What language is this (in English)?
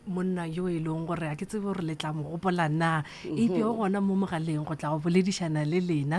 Northern Sotho